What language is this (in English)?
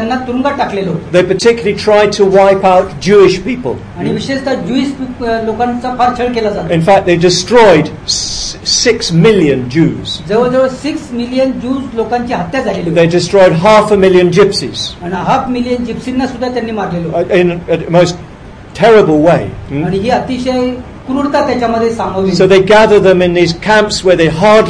Marathi